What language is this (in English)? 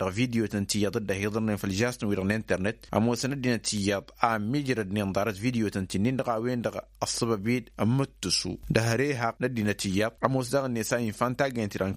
Tamasheq